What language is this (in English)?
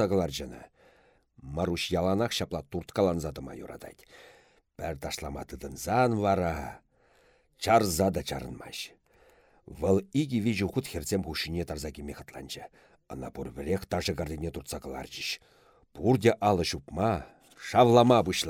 Chuvash